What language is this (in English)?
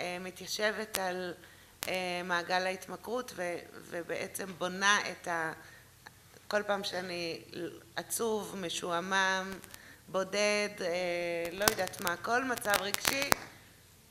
Hebrew